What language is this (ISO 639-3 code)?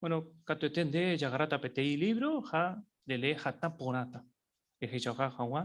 grn